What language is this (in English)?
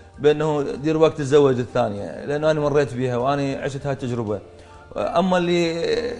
Mesopotamian Arabic